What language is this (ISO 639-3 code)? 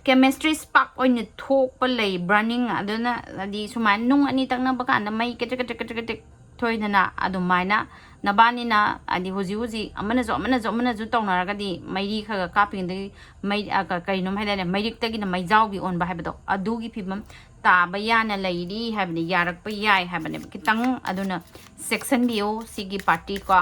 mni